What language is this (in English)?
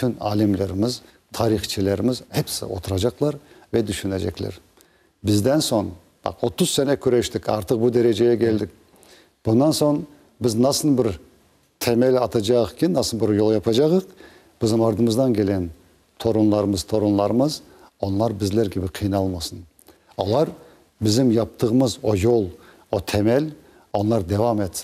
Crimean Tatar